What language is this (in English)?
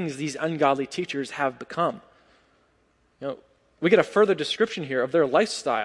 English